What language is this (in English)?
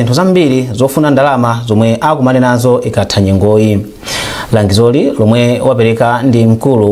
Nyanja